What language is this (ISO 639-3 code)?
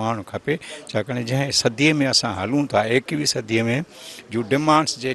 snd